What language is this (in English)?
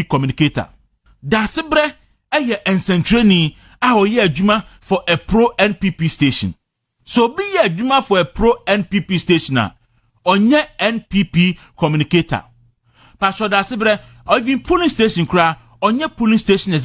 Akan